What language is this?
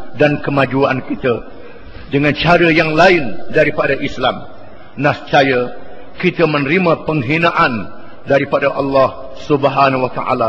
Malay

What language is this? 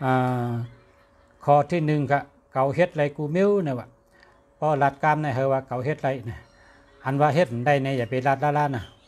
Shan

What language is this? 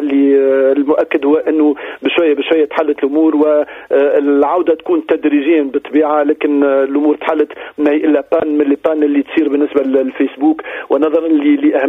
Tunisian Arabic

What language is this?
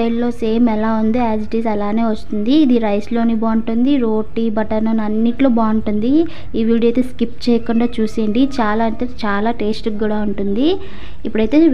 Telugu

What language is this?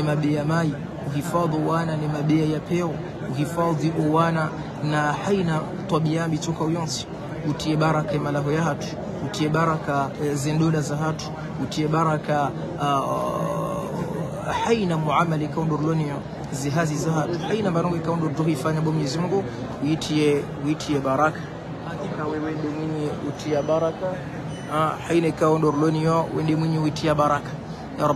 Swahili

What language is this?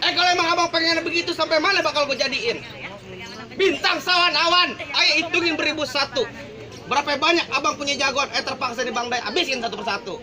Betawi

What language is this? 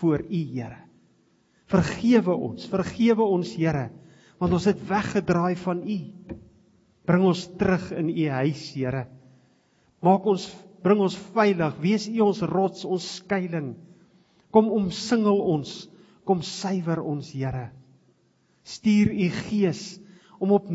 Afrikaans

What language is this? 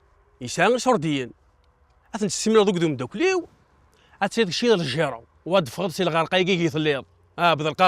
Kabyle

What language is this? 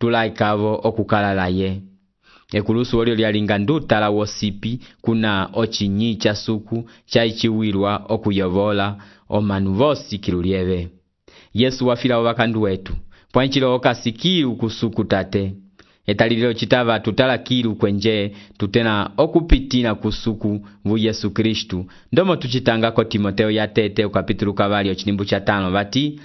Umbundu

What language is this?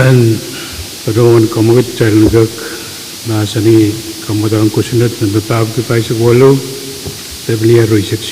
Pohnpeian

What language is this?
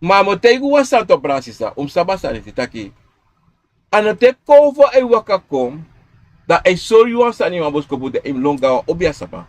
Sranan Tongo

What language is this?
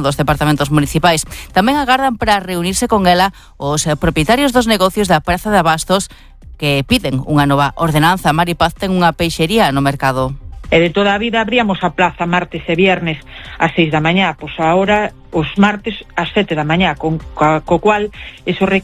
Galician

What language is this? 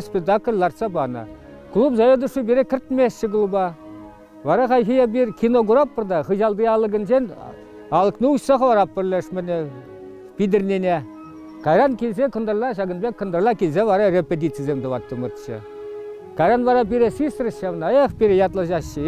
Chuvash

